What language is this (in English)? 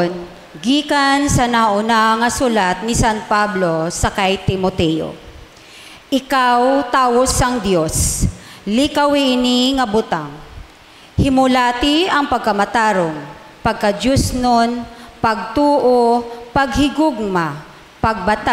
Hiligaynon